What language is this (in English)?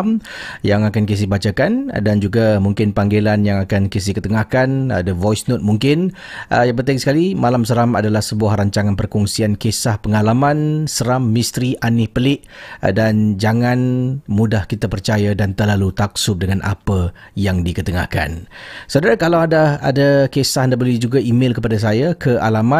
Malay